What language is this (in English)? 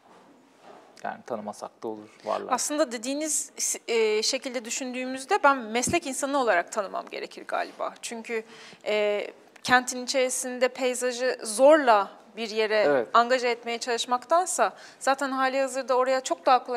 Turkish